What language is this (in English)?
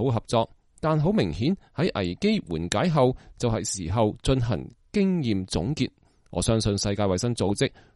Cantonese